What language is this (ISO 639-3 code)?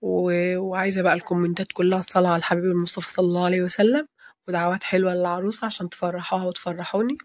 arz